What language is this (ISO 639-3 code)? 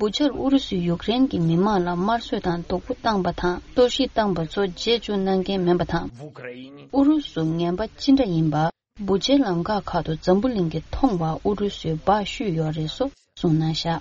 bod